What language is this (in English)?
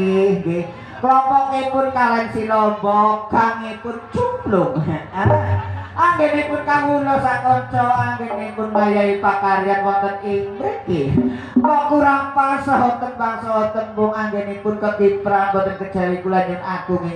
Javanese